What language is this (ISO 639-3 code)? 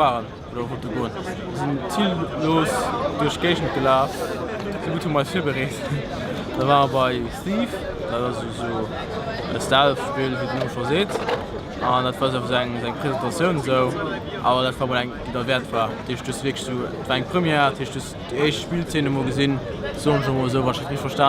ltz